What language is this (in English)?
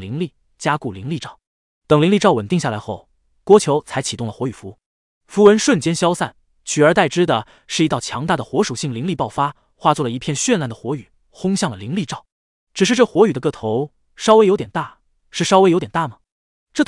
Chinese